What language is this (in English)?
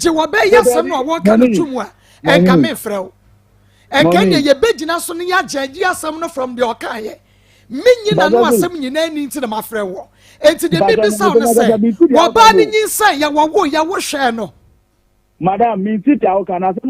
Akan